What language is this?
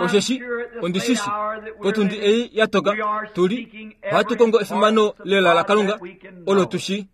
Kuanyama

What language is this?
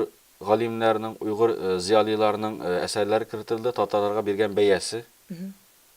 Tatar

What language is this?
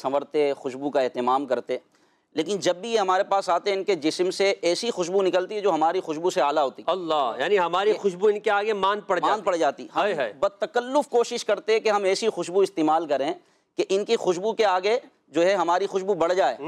Urdu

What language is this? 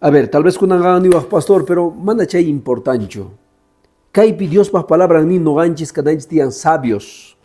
Quechua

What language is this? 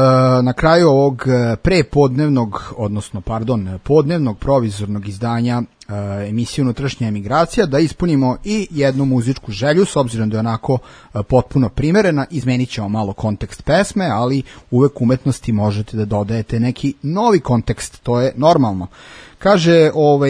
Serbian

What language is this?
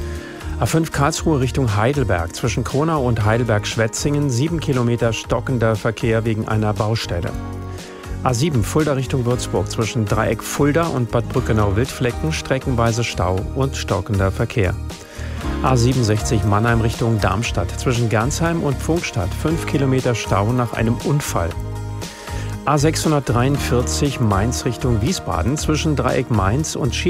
German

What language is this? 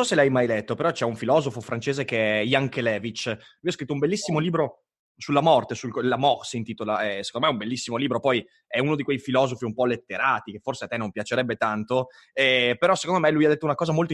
Italian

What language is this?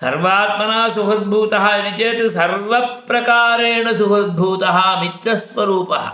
Sanskrit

